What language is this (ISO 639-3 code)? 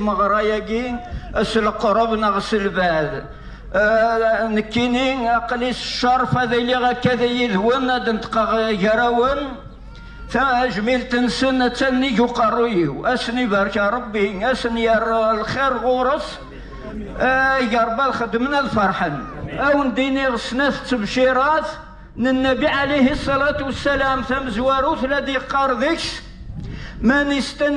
kab